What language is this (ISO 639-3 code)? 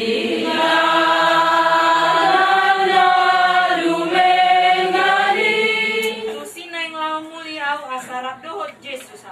bbc